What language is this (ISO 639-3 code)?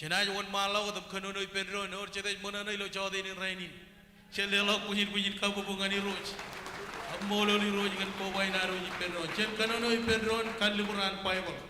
mah